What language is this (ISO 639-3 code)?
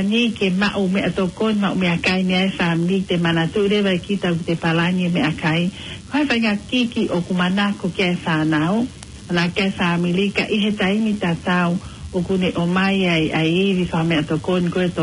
ton